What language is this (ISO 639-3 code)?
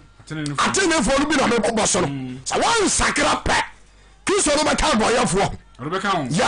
aka